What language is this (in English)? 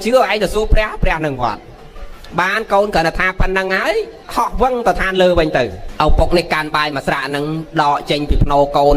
Khmer